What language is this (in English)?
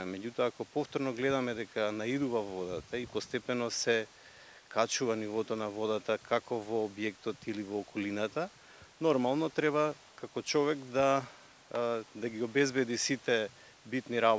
Macedonian